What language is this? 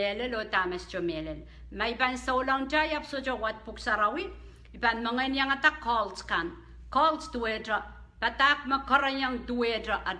Pohnpeian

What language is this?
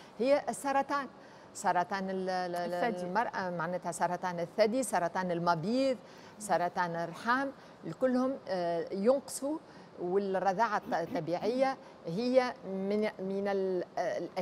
Tunisian Arabic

